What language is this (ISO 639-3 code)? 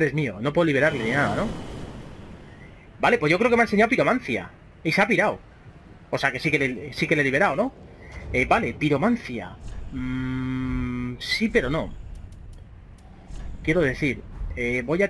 spa